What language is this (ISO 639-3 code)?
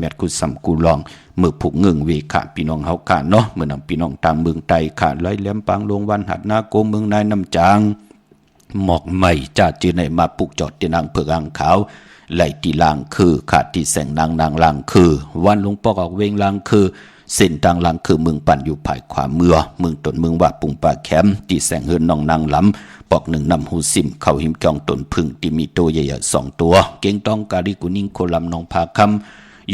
shn